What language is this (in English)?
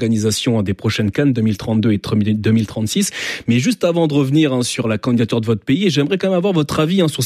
French